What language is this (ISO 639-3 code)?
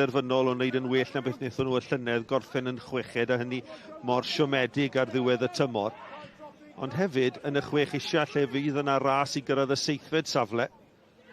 cym